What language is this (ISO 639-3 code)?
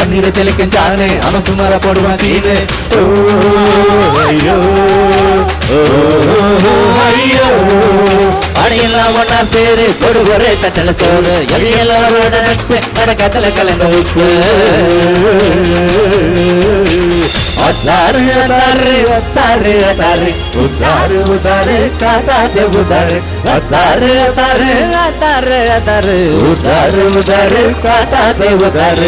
tam